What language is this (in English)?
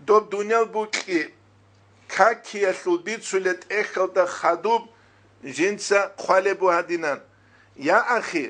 Avaric